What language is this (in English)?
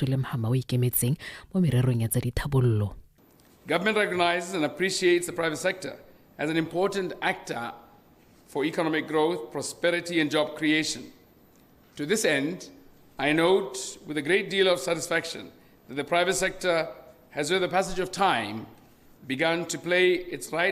Tswana